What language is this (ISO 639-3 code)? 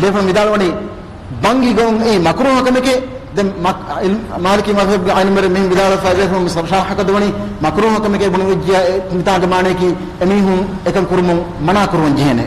div